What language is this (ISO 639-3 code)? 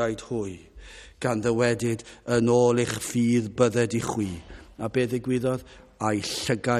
cym